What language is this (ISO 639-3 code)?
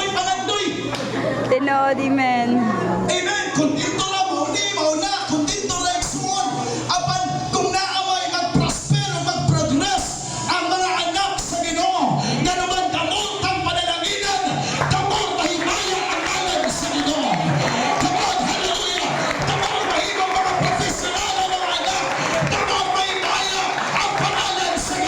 ceb